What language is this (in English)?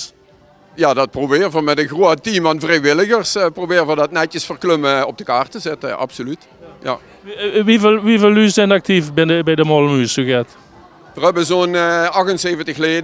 Limburgish